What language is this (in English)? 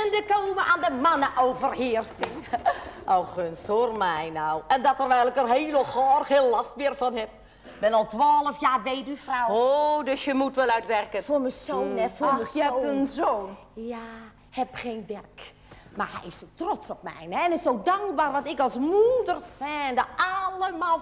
Dutch